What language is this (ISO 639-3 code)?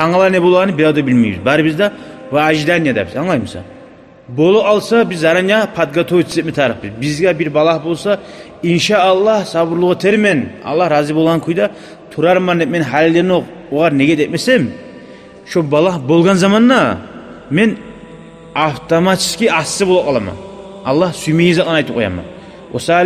kum